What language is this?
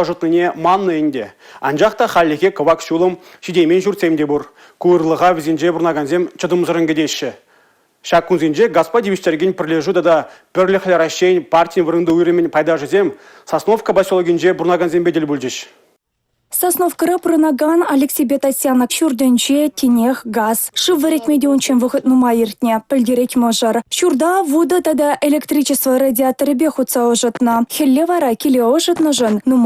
Chuvash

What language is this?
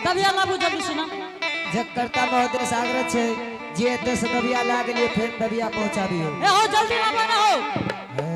Angika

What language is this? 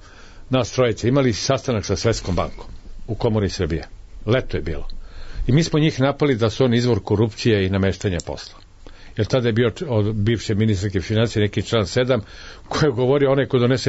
Serbian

